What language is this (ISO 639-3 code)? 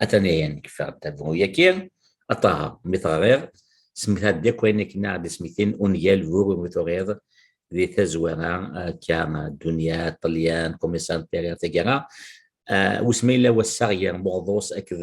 kab